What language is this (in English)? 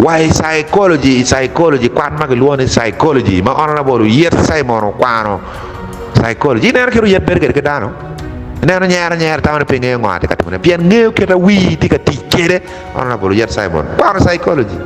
Acoli